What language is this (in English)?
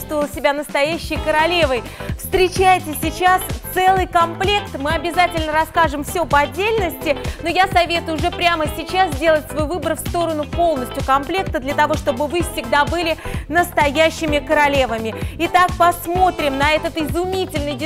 Russian